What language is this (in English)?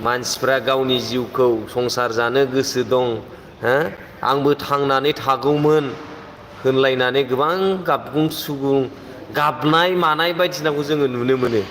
Bodo